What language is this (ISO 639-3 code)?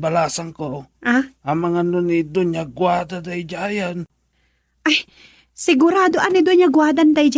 ilo